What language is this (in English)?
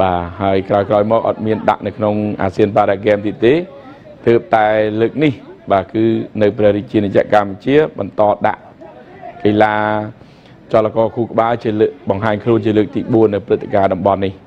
Khmer